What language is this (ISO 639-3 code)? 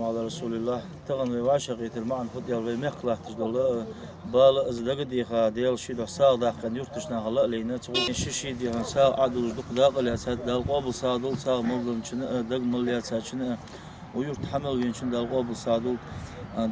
inh